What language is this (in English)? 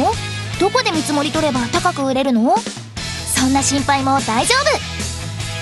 Japanese